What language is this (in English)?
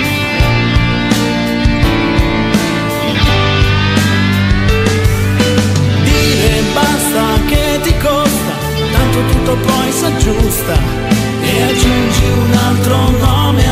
Italian